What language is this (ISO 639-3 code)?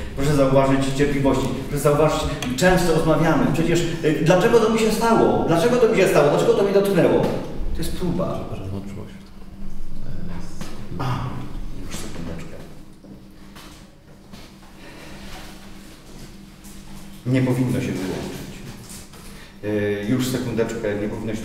pol